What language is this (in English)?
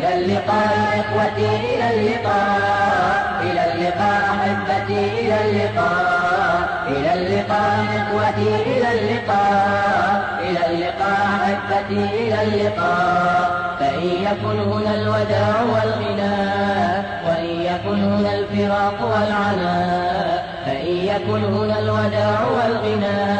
Arabic